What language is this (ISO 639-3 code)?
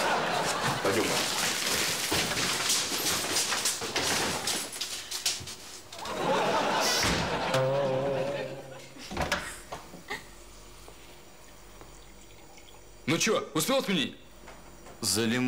rus